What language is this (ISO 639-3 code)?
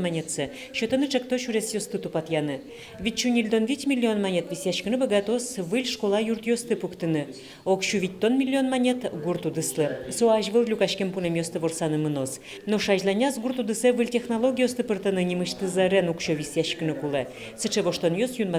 udm